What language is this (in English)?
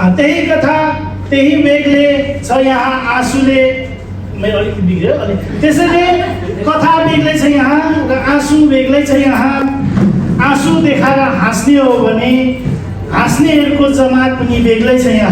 Nepali